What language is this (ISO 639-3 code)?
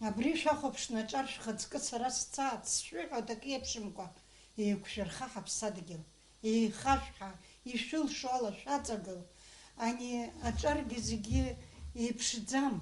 abk